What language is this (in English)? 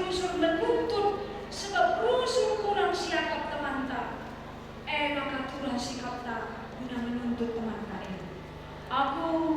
Batak Karo